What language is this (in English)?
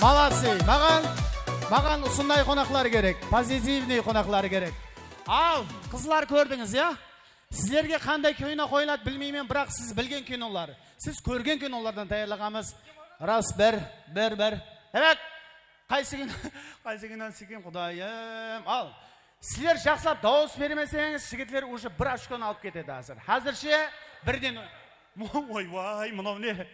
Kara-Kalpak